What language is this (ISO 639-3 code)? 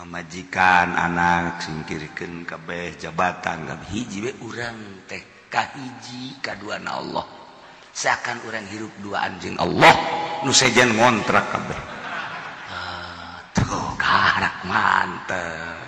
sun